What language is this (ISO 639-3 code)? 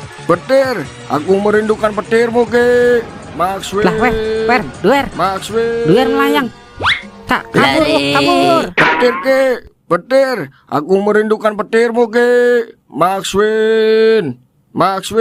bew